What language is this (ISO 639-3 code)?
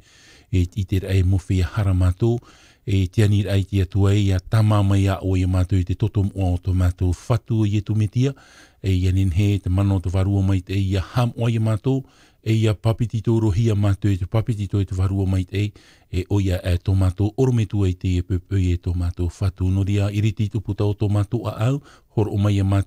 tah